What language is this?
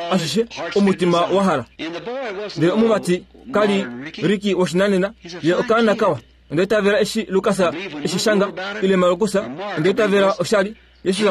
Kuanyama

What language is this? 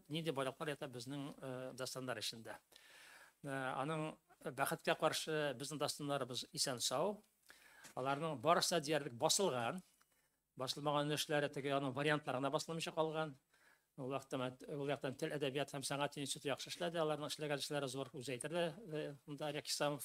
Tatar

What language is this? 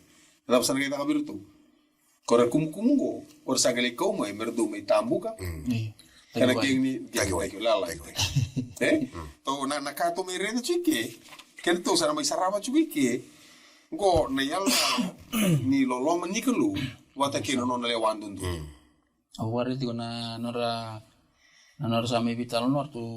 Fijian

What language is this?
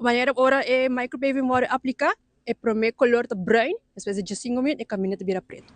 Papiamento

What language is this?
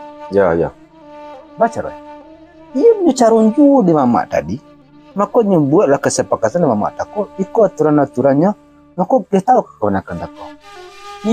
Minangkabau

